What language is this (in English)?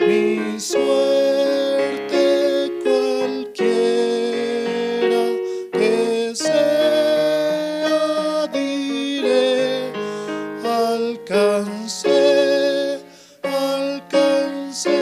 South Bolivian Quechua